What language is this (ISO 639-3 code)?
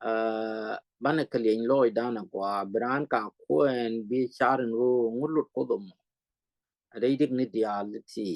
nus